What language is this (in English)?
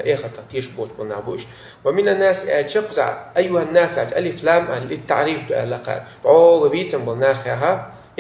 Chechen